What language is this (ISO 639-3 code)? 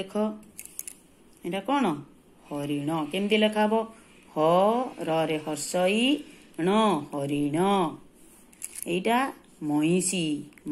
ori